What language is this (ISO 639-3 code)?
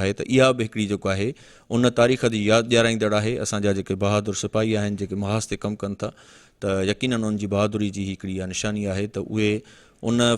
snd